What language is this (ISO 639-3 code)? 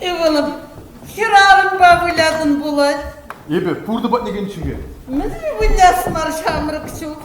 chv